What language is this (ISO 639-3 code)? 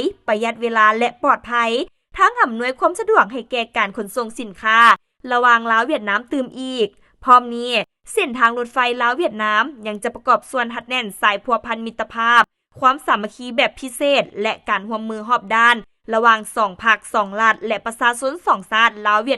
lao